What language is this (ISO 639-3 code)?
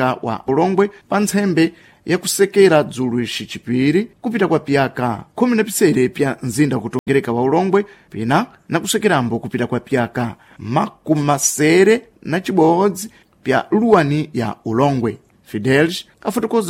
seh